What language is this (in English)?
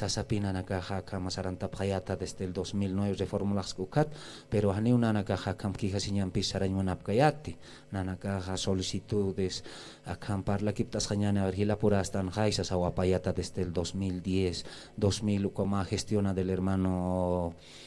Aymara